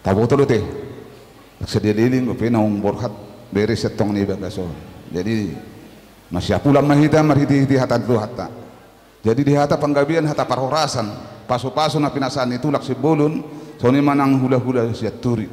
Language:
Batak Toba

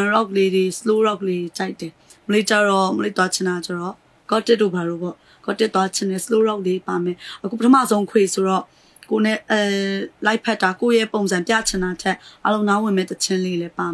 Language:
Burmese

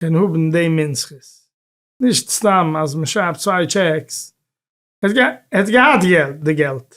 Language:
Yiddish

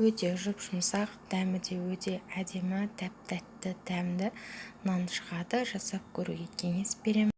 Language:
Kazakh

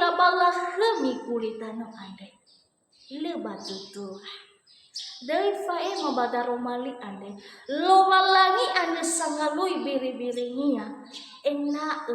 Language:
Nias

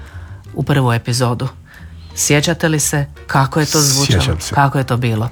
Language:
Croatian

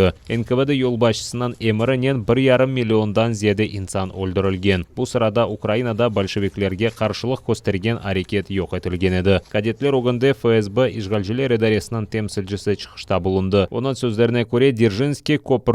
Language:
Crimean Tatar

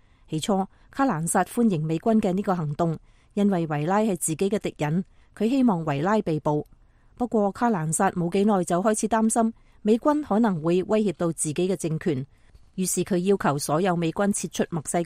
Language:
Cantonese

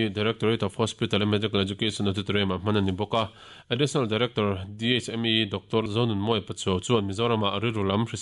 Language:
Mizo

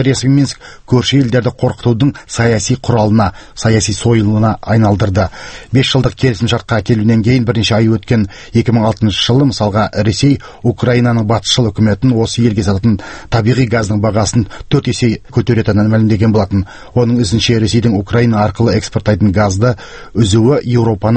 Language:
Kazakh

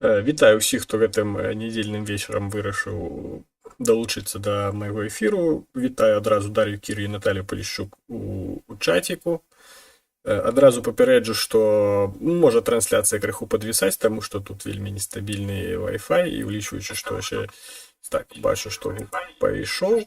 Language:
Belarusian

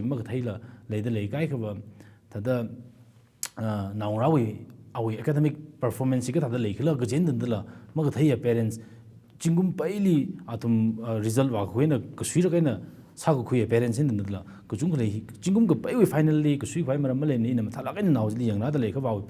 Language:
Tangkhul Naga (India)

